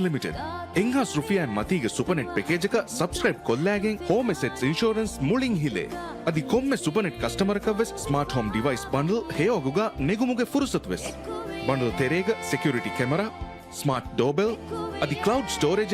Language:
Divehi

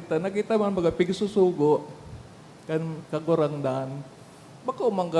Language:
Bikol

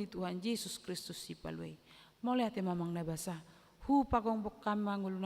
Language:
Batak Toba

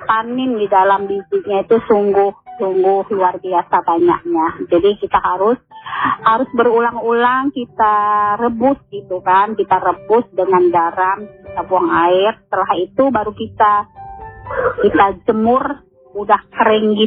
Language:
Indonesian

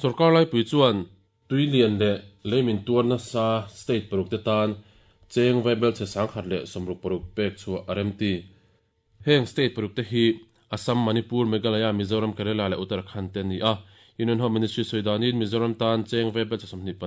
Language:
Mizo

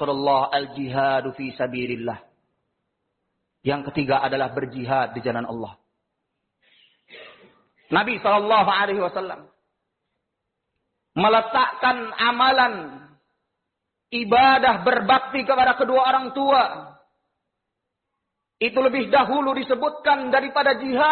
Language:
Indonesian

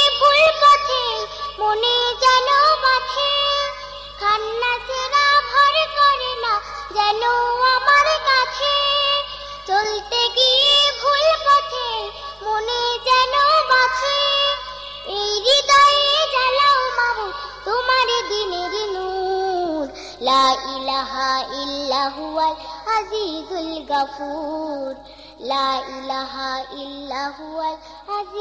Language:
Bangla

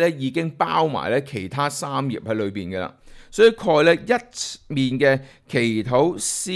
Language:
Cantonese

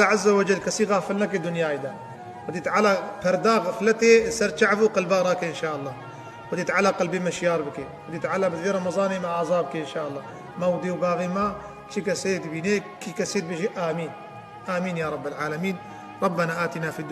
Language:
Kurdish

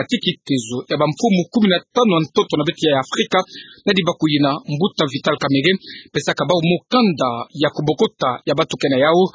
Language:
Kituba (Democratic Republic of Congo)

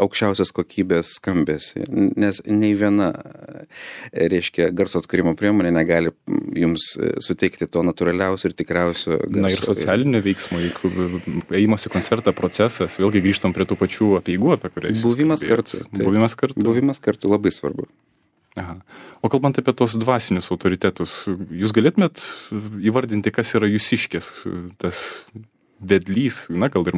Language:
Lithuanian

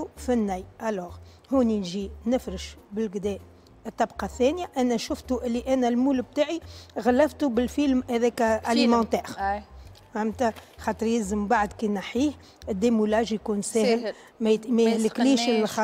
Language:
Tunisian Arabic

